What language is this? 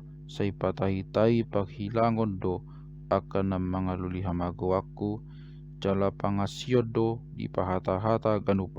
Batak Toba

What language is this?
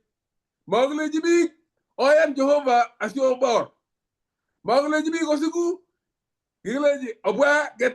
Kalenjin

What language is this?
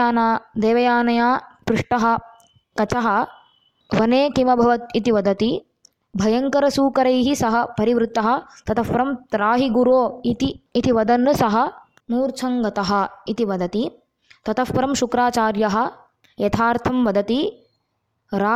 Sanskrit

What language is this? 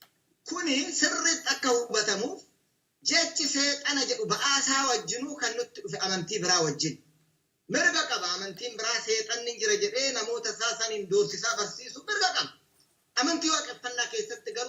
Oromo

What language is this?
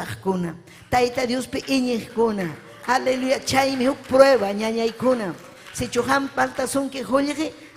Ayacucho Quechua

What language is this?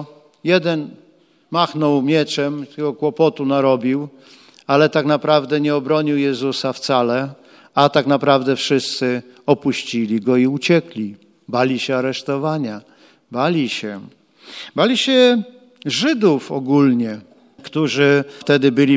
Polish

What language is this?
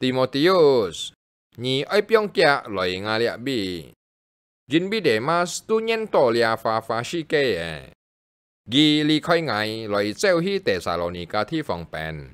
Hakka Chinese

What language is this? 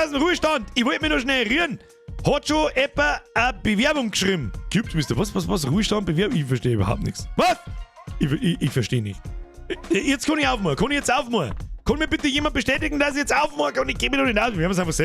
Bavarian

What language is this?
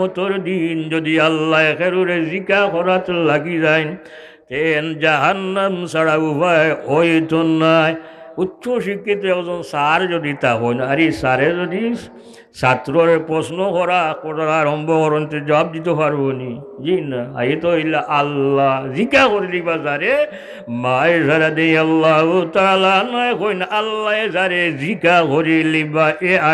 Sylheti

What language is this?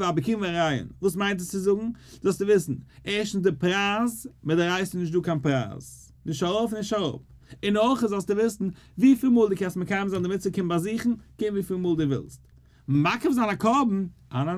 Yiddish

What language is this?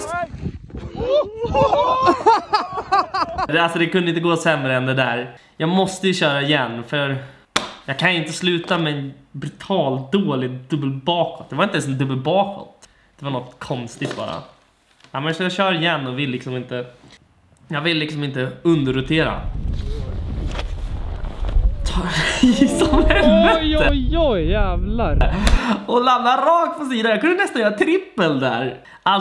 Swedish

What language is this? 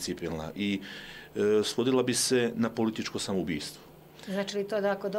Serbian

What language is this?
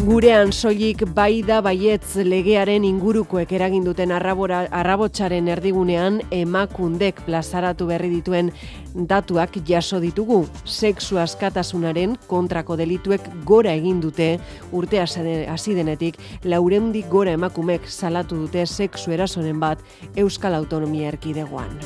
Basque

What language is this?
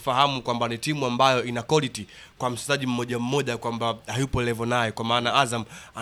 Swahili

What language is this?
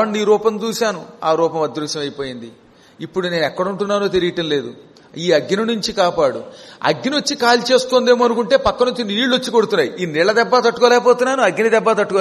Telugu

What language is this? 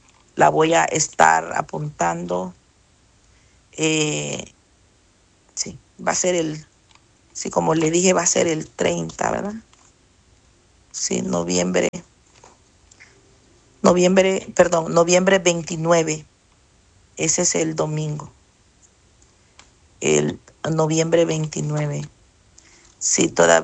Spanish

